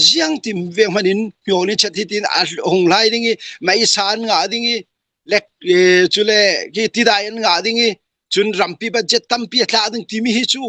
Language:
Hakha Chin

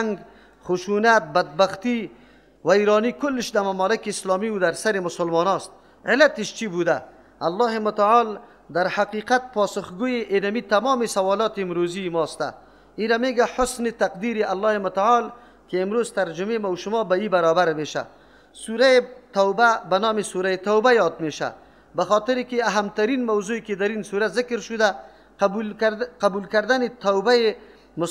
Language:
Persian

